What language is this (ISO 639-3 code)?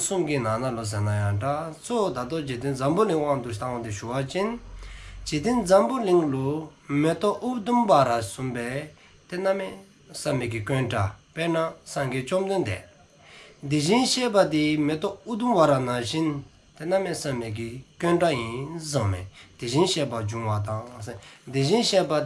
dzo